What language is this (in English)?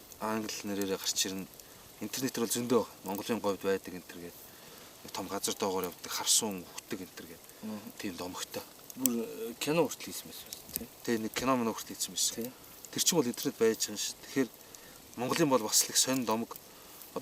Mongolian